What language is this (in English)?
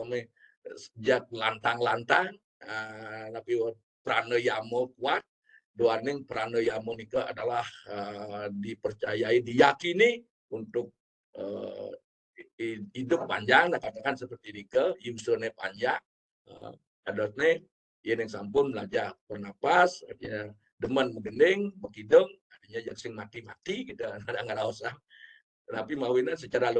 Balinese